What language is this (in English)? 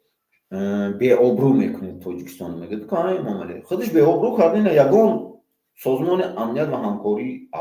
Tajik